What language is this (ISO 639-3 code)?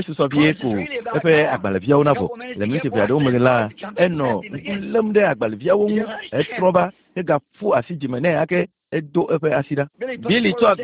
ewe